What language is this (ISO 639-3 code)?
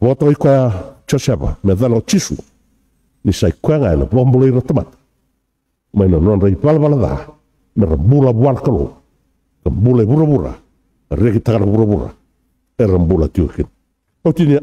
fij